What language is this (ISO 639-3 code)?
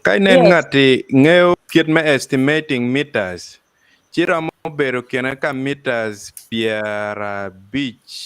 ach